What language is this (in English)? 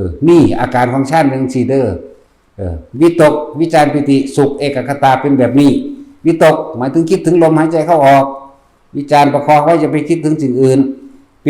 Northeastern Thai